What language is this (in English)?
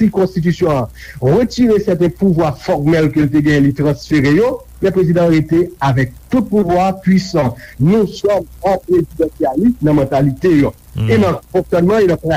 Haitian Creole